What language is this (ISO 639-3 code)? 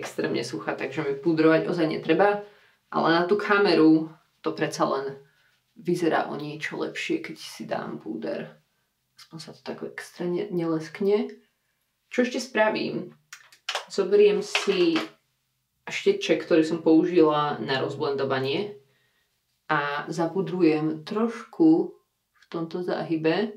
slk